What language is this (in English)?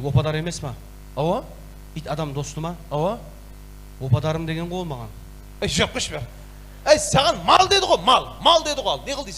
Kara-Kalpak